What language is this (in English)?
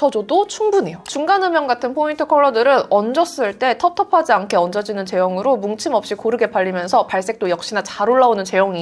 Korean